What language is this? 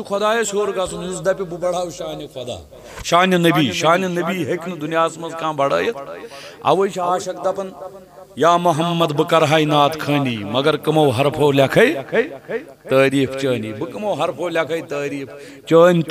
Kashmiri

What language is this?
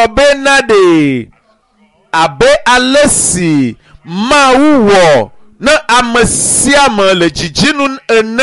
Ewe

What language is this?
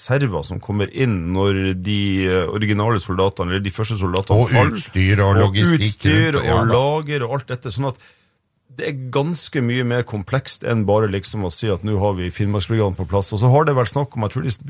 Norwegian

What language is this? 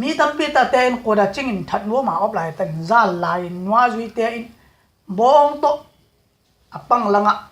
Tedim Chin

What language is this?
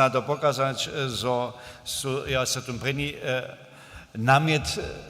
Upper Sorbian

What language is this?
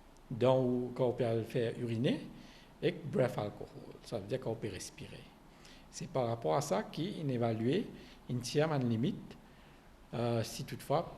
Morisyen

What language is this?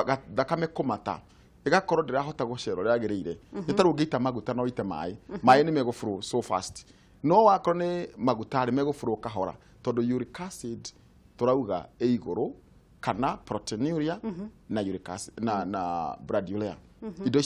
Kikuyu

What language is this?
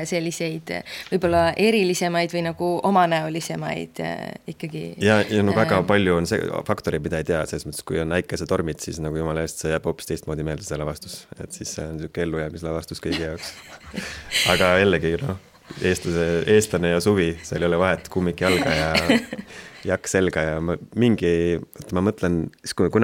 Estonian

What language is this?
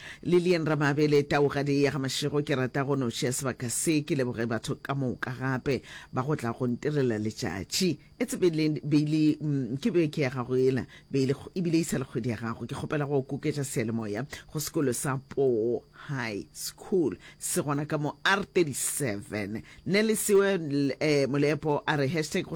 Northern Sotho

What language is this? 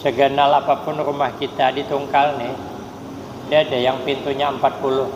Banjar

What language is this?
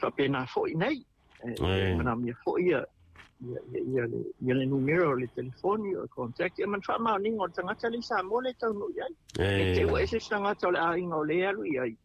Samoan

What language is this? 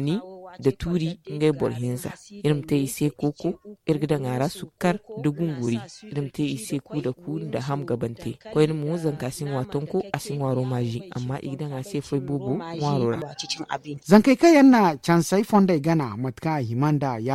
Zarma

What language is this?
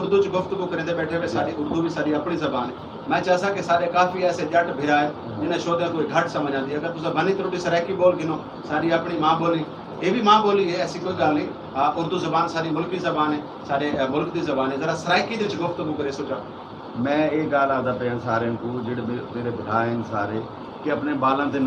Saraiki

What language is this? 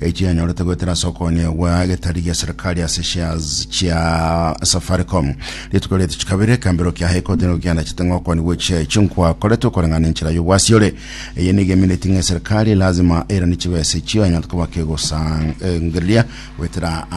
Gusii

